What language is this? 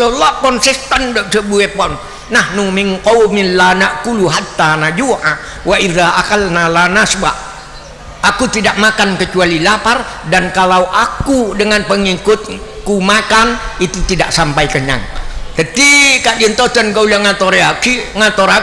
Madurese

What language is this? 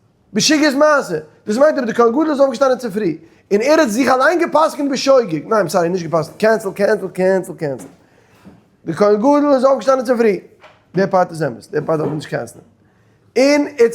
Yiddish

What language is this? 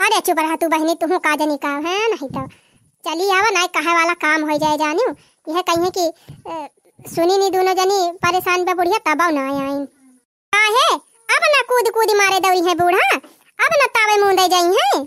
Awadhi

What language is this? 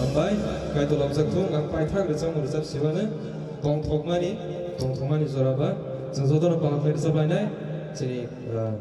Kok Borok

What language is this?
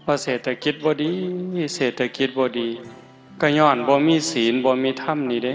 Northeastern Thai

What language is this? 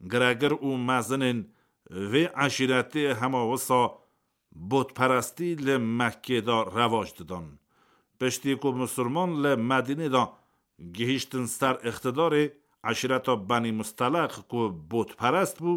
Kurdish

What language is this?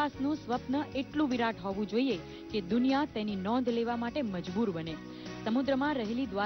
Gujarati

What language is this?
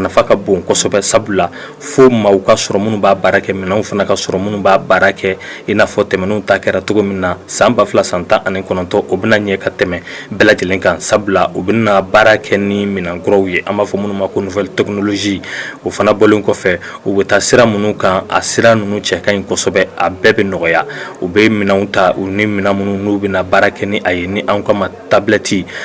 Bambara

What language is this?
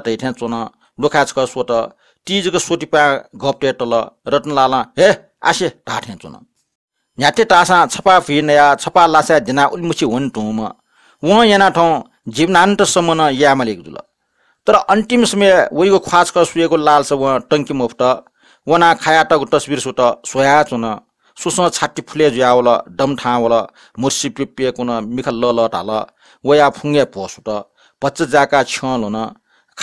Newari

